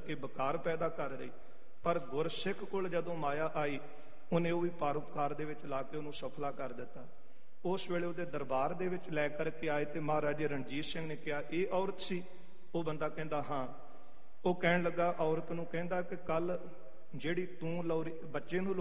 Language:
Punjabi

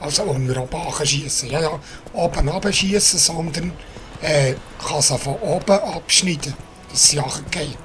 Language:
Swiss German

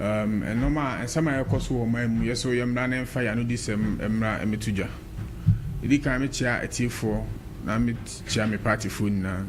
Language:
Akan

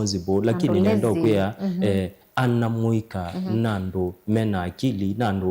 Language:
Kamba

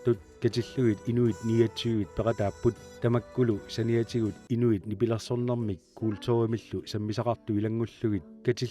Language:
Kalaallisut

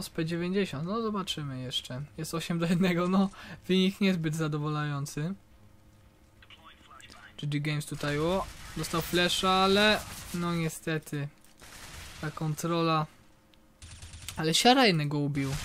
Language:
Polish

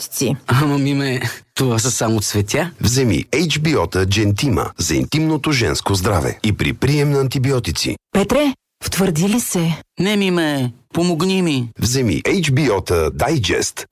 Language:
Bulgarian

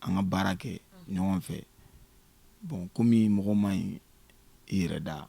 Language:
Bambara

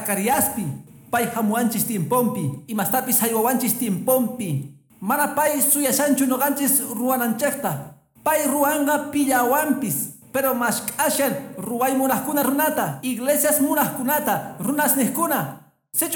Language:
Quechua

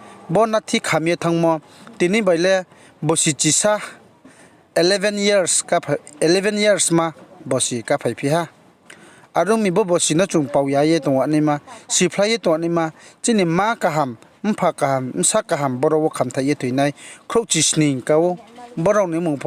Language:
Riang (India)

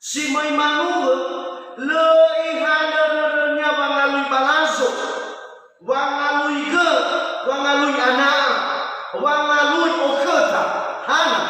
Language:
Nias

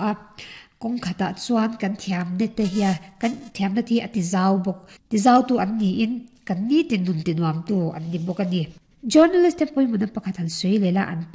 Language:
Mizo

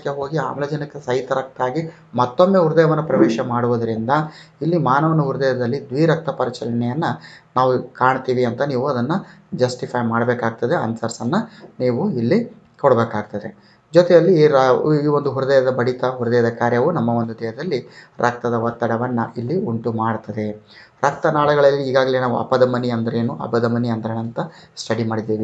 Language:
Kannada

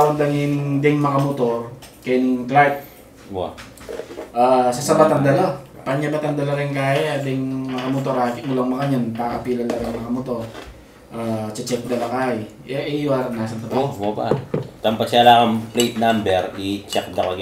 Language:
Pampanga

